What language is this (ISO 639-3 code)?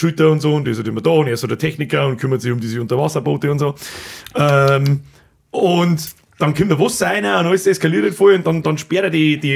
bar